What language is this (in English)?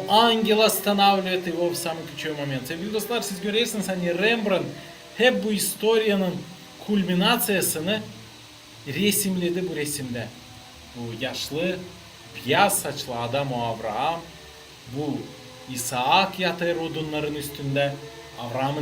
Gagauz